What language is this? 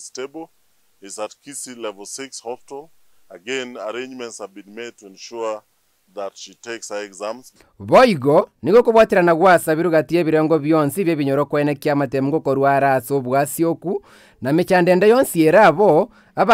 Gusii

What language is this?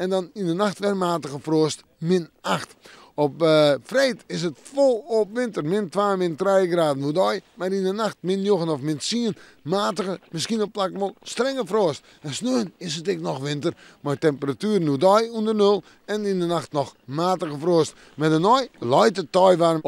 Western Frisian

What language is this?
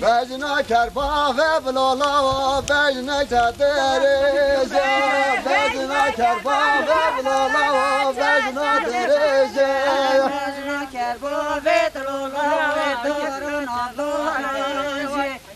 Kurdish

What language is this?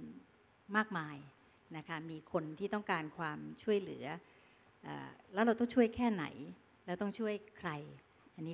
Thai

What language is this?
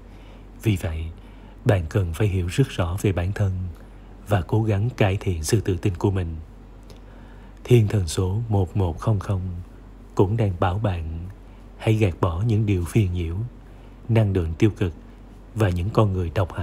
Vietnamese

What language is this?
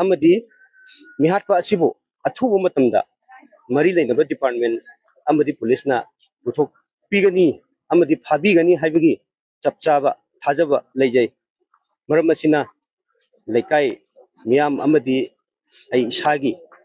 Manipuri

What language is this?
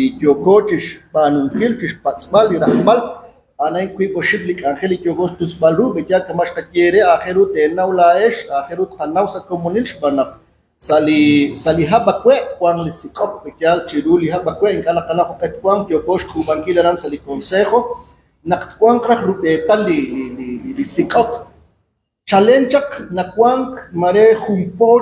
Kekchí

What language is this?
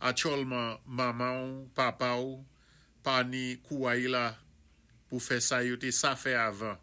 Saint Lucian Creole French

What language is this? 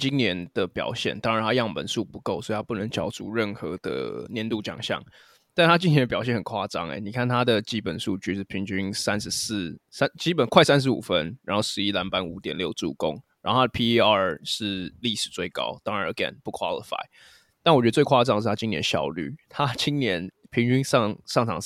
Chinese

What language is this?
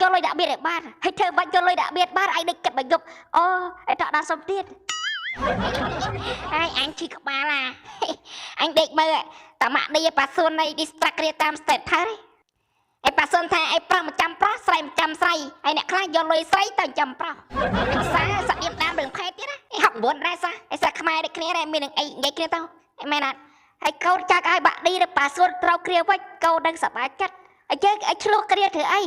Khmer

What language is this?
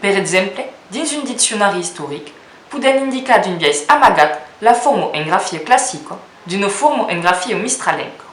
Occitan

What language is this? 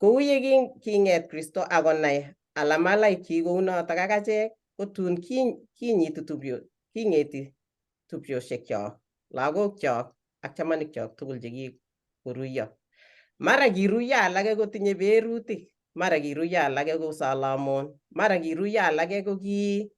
Kalenjin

